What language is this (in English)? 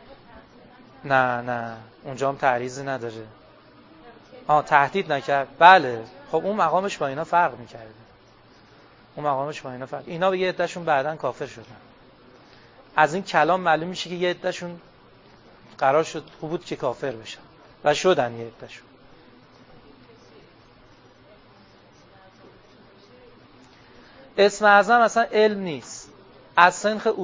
Persian